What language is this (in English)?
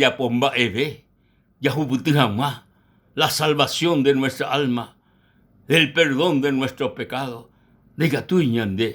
Guarani